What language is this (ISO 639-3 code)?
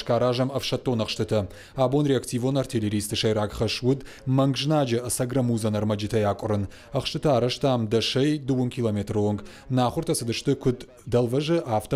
oss